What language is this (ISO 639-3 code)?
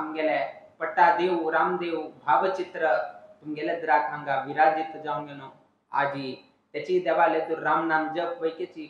kok